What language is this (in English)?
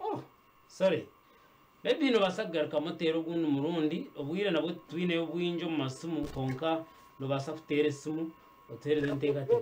Nyankole